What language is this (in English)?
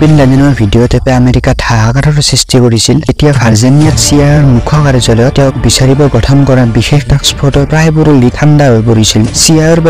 Assamese